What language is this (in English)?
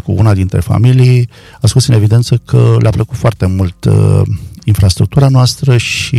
Romanian